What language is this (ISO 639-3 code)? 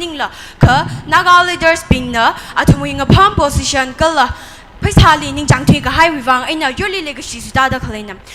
nmf